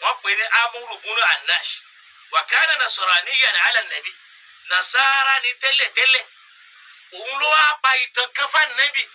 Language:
Yoruba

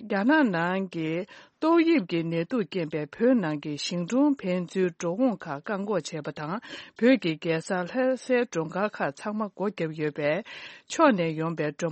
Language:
Tibetan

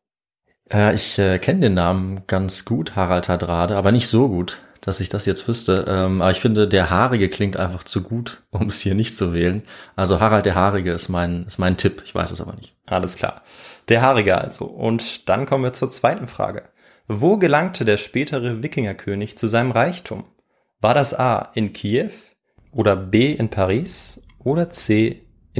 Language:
German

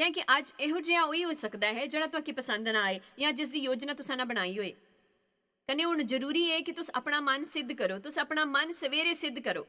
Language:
Dogri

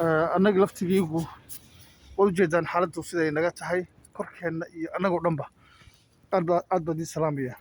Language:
Somali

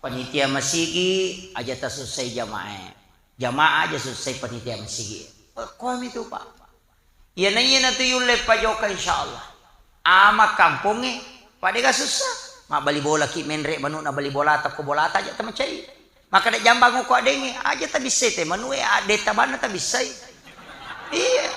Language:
Buginese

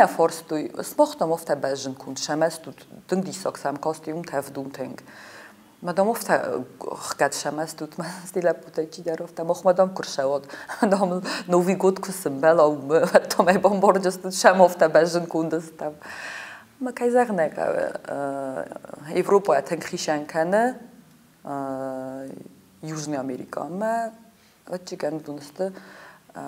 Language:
Ossetic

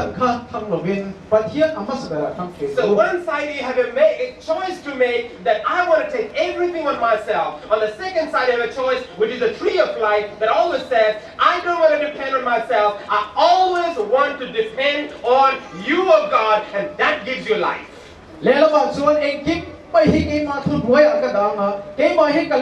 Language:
Hakha Chin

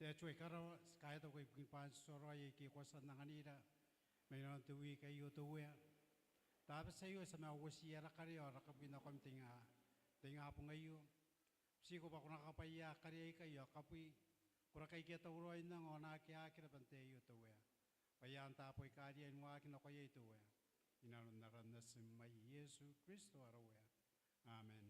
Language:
Gilbertese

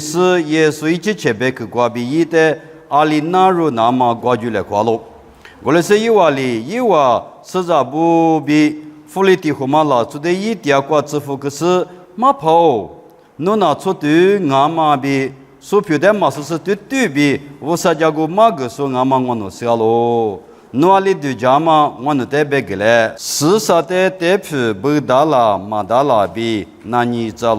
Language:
Lisu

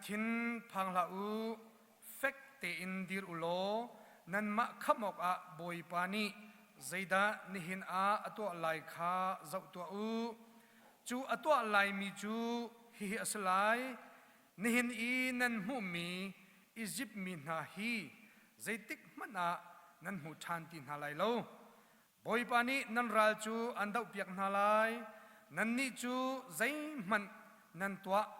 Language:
Hakha Chin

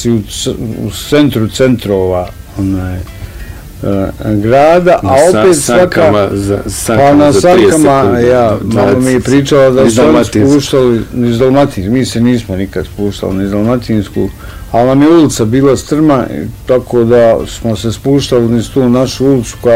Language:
Bosnian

